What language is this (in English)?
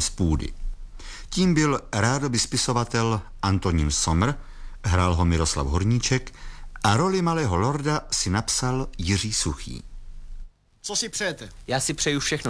Czech